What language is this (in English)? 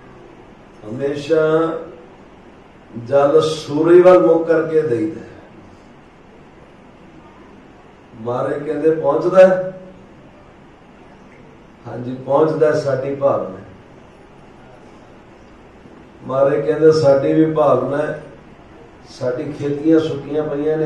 Punjabi